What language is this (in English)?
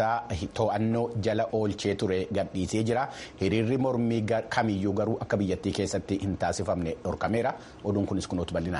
Oromo